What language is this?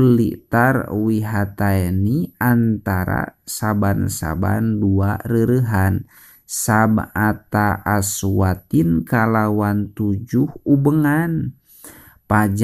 Sundanese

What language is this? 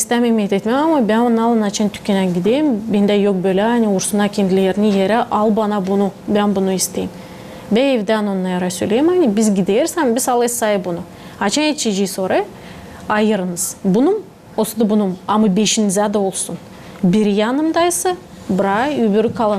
Gagauz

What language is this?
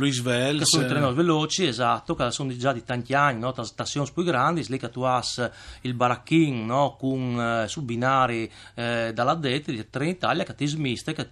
Friulian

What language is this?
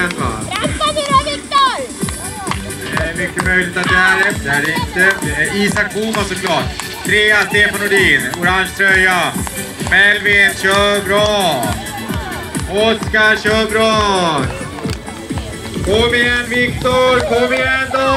Swedish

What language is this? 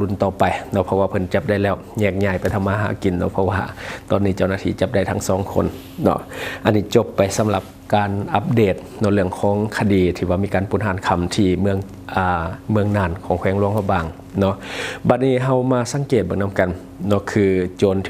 Lao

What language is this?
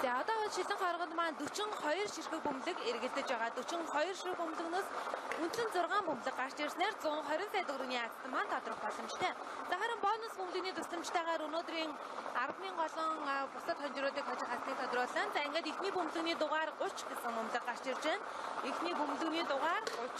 Mongolian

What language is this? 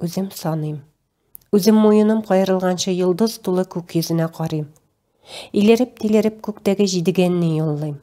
Tatar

